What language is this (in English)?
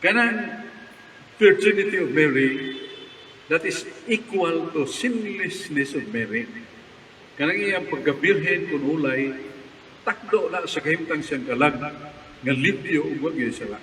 Cebuano